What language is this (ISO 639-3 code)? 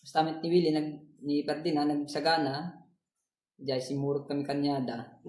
ilo